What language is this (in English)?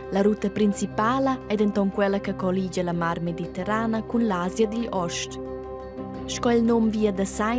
Romansh